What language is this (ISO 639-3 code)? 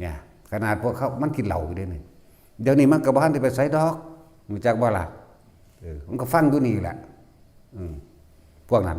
tts